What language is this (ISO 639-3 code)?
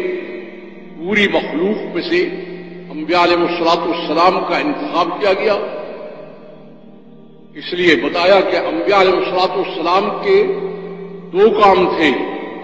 urd